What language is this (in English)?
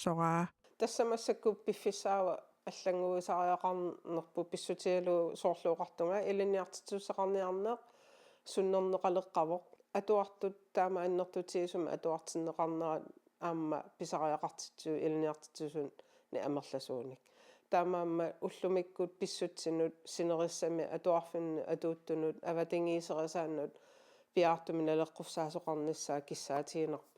Kalaallisut